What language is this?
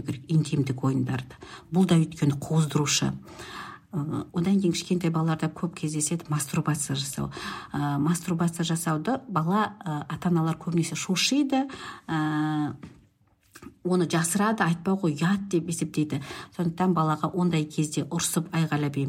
Kazakh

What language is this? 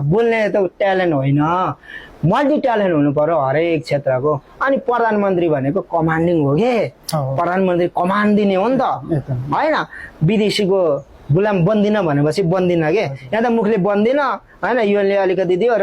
Nepali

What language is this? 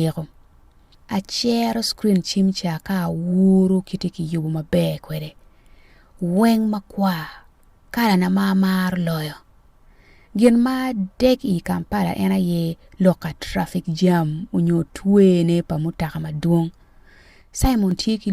Acoli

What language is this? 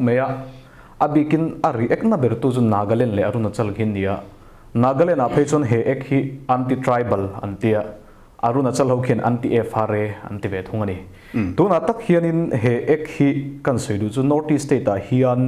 Mizo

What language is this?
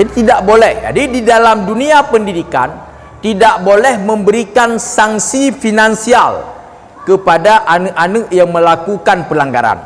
Achinese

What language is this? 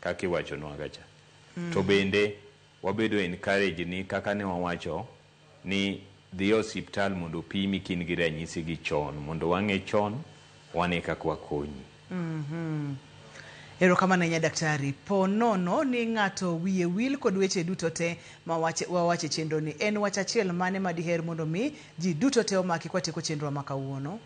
Luo (Kenya and Tanzania)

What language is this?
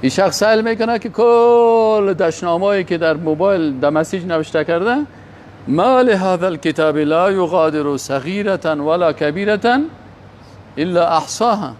Persian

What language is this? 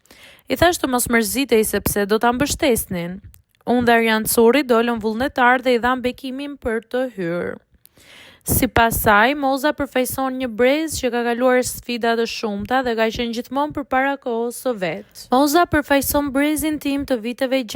Albanian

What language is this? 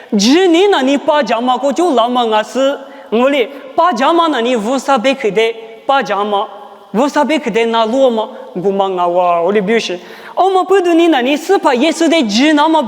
Lisu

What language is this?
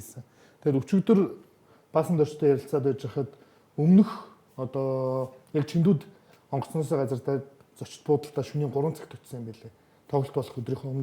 Mongolian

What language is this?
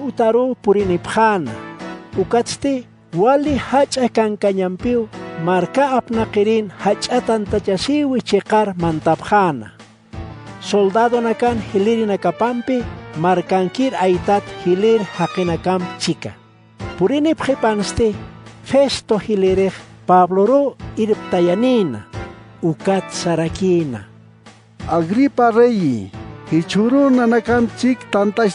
Aymara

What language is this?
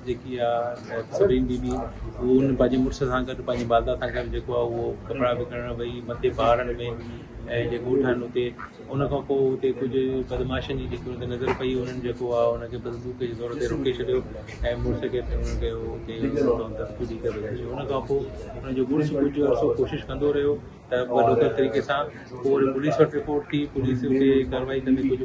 Sindhi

